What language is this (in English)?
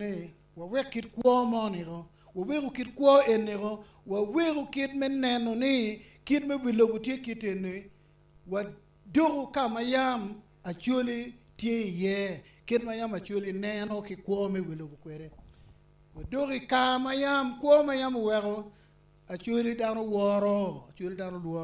Acoli